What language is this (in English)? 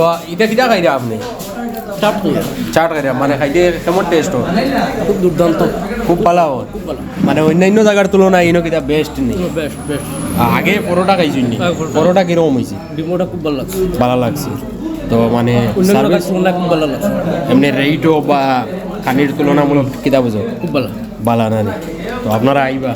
Sylheti